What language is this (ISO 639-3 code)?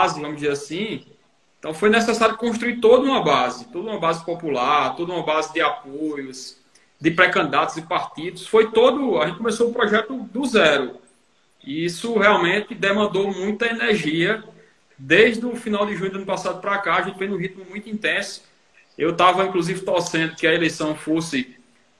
por